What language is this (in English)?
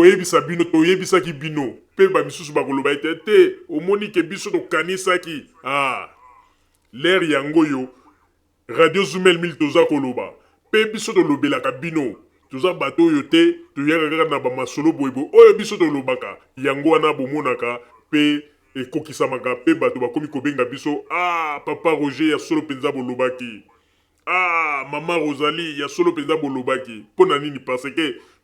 Lingala